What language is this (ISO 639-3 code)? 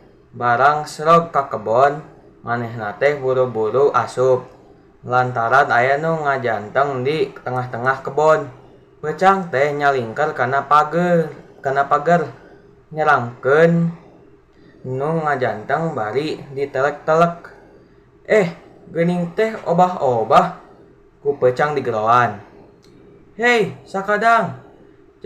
sun